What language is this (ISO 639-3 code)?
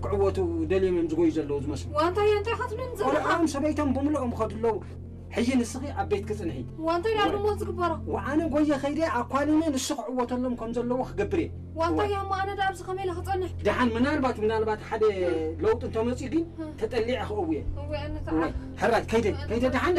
tir